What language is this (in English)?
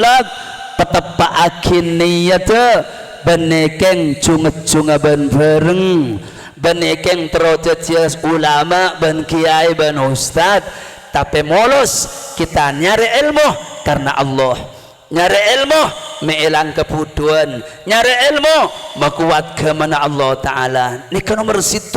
Madurese